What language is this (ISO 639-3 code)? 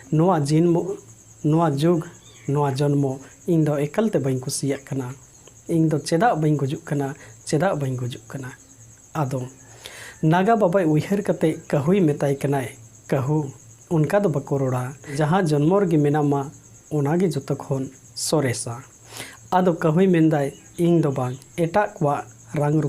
sat